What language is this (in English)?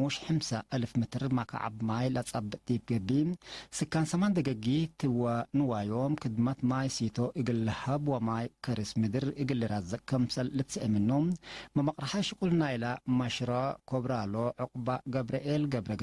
Tigre